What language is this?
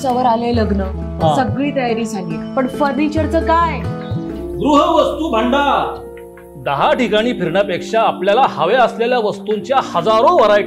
Marathi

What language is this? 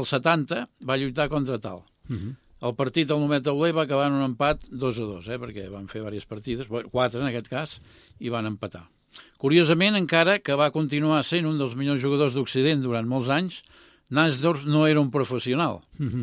Catalan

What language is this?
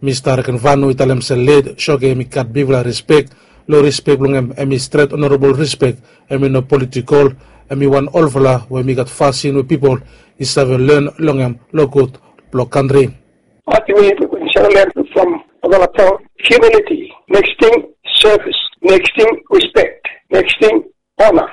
Bislama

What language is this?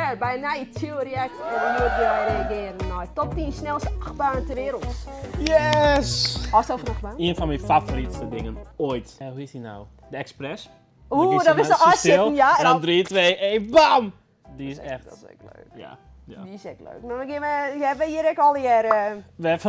Western Frisian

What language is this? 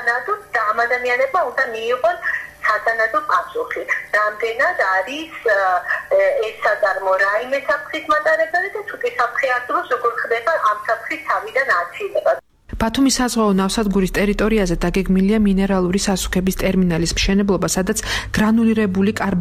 Georgian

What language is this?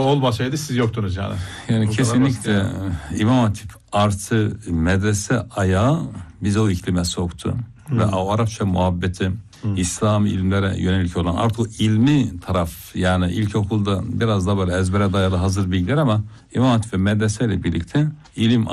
Turkish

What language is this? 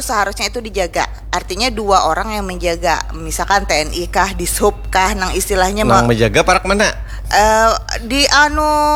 Banjar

